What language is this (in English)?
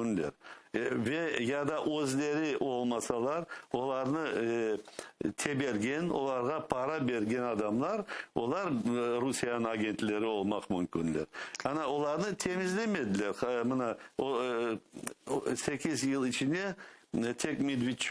Crimean Tatar